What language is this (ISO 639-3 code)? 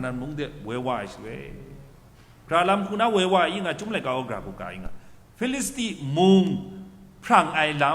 kac